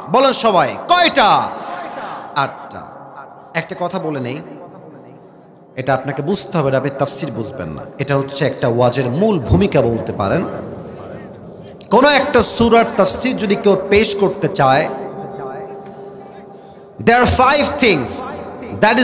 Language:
Bangla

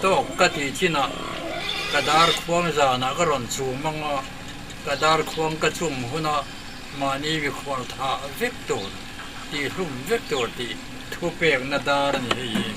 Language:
Mizo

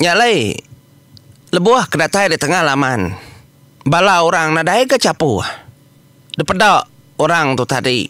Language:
Iban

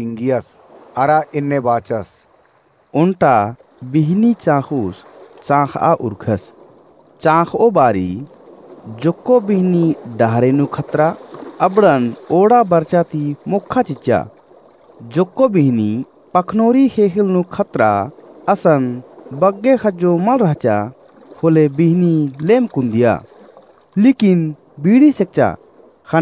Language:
Kurukh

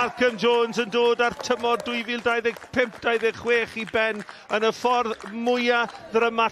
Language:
Welsh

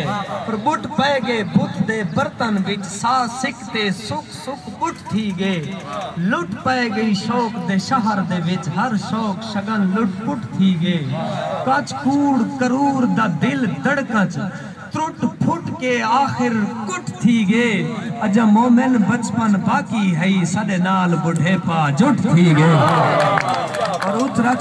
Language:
Saraiki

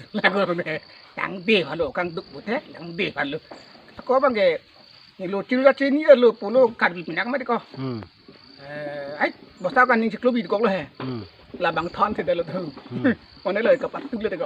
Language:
Karbi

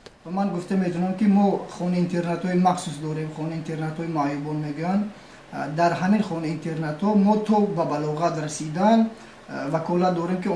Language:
Tajik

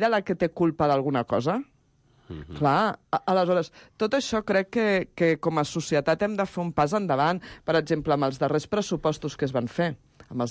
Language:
Catalan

